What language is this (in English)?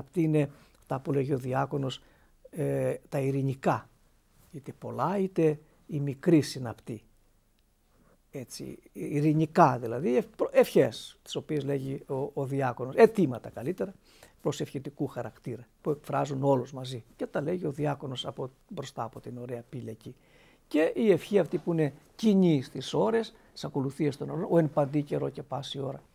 Greek